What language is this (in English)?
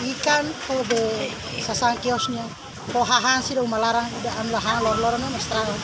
Tetum